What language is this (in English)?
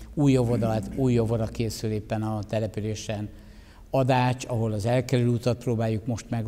Hungarian